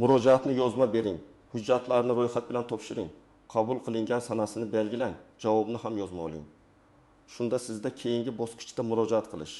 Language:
Uzbek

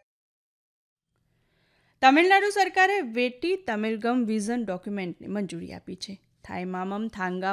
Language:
Gujarati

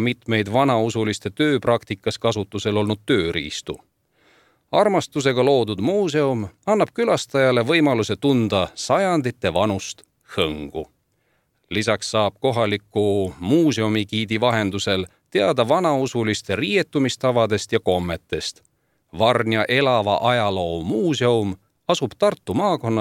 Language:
Estonian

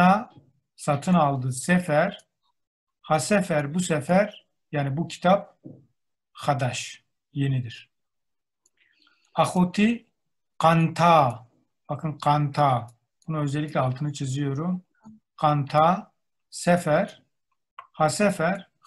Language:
Turkish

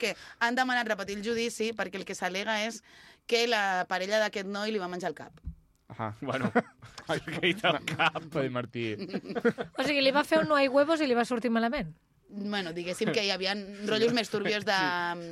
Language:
Catalan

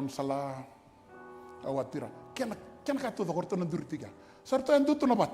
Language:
Fijian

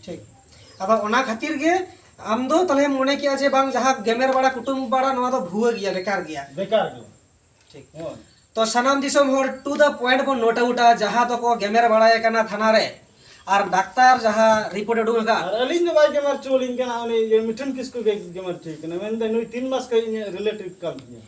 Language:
Santali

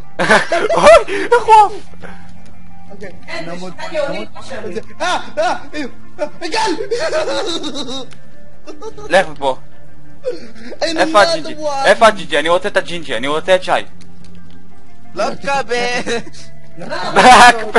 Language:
Hebrew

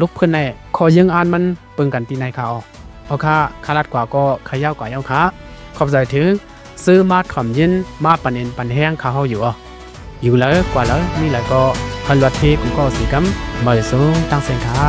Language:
Lao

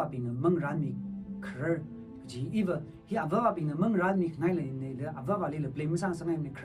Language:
Tangkhul Naga (India)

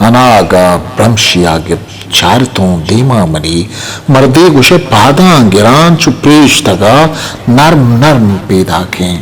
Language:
Eastern Balochi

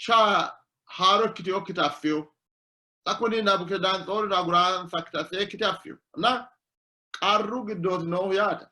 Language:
Sidamo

